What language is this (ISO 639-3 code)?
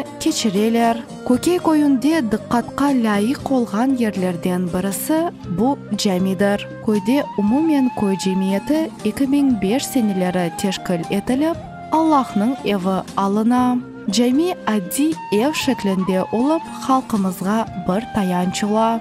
crh